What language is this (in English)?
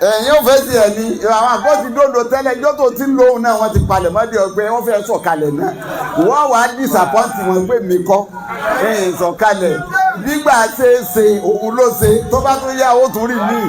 Yoruba